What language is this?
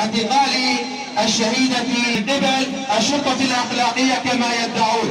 Kurdish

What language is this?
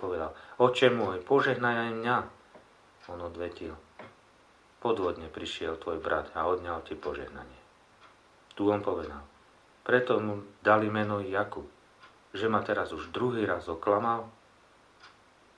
Slovak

